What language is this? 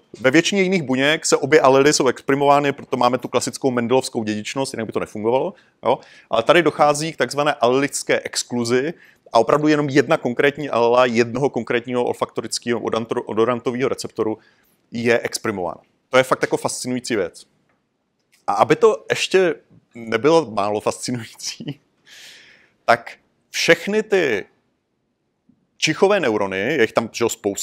Czech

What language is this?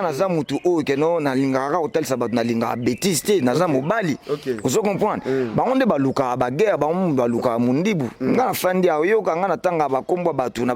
Lingala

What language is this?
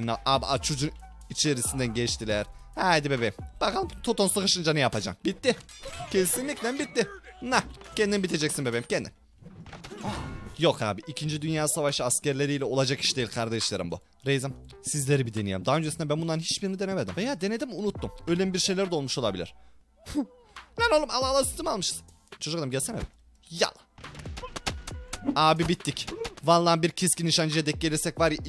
Turkish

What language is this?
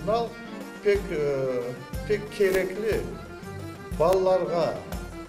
Crimean Tatar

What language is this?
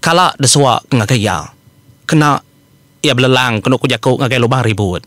Iban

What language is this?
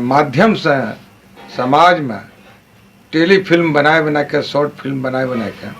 Angika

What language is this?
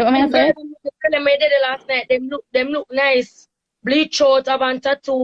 Jamaican Creole English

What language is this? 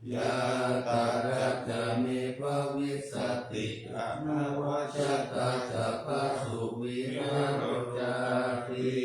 Pali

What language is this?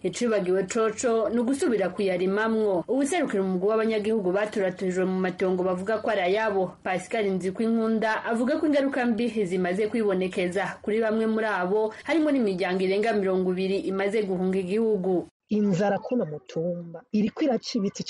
Rundi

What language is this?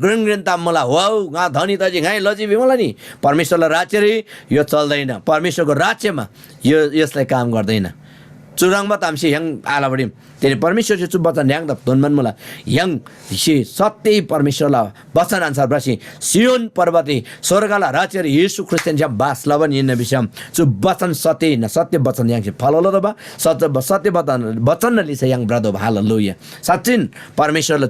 Eastern Tamang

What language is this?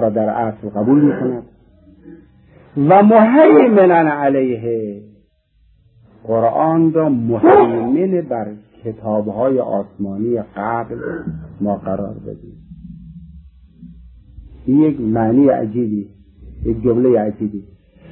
Persian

